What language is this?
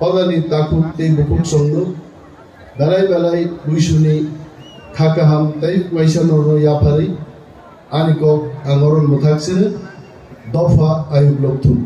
Kok Borok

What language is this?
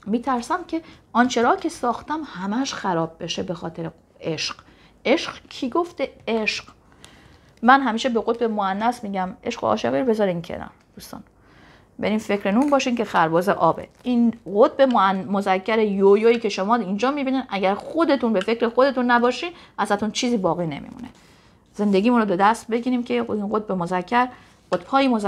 Persian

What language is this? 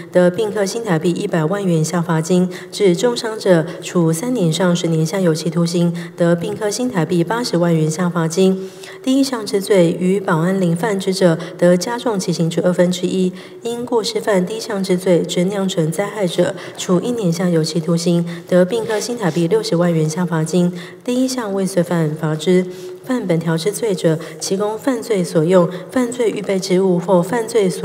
Chinese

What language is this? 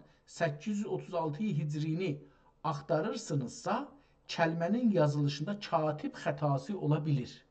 South Azerbaijani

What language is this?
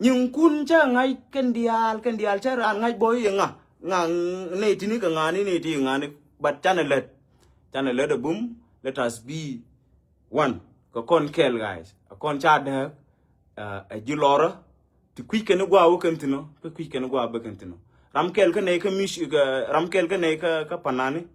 Nuer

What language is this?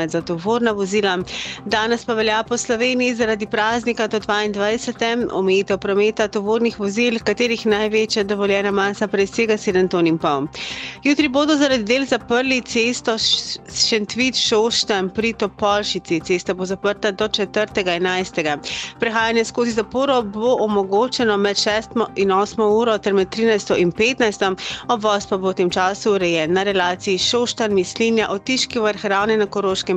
Slovenian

